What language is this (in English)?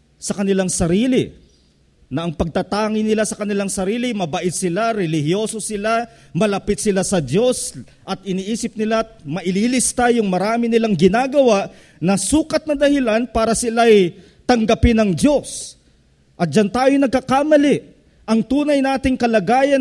Filipino